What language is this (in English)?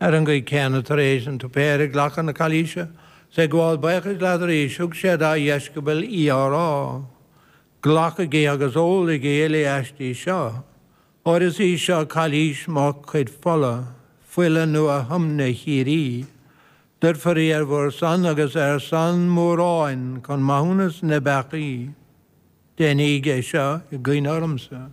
Irish